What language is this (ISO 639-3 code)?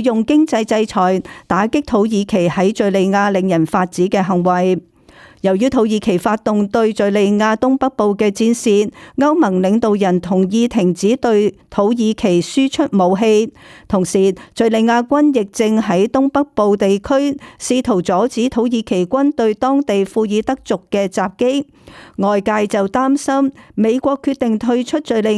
yue